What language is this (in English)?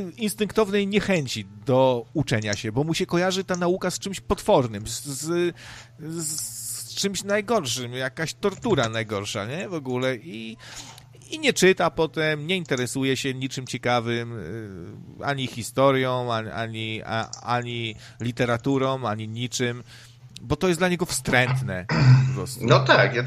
Polish